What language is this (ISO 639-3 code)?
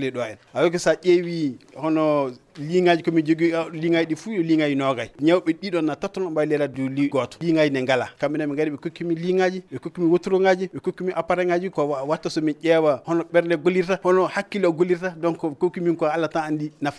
ful